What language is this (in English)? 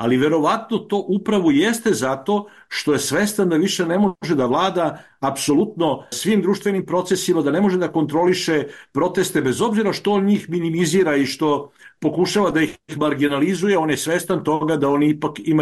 Serbian